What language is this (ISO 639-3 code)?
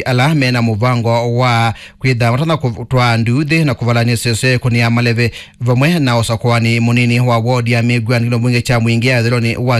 kam